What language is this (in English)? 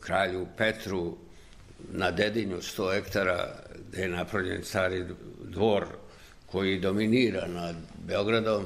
Serbian